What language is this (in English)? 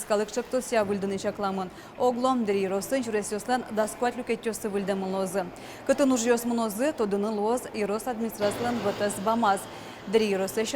Udmurt